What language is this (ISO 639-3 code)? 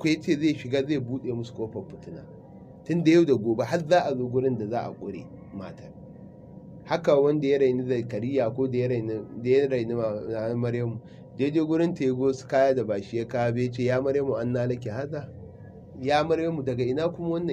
hau